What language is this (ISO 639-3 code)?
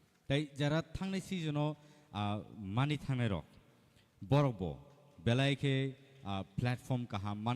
trp